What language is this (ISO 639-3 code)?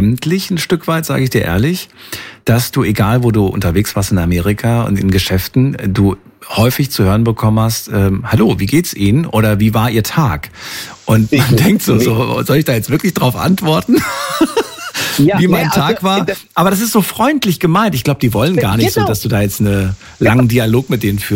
deu